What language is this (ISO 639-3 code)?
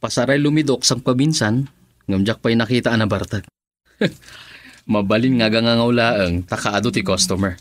ilo